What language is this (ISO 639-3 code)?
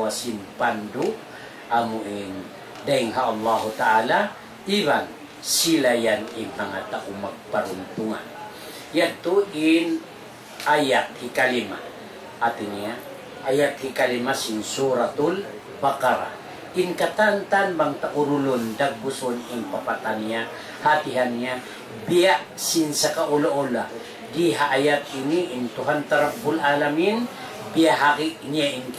tsg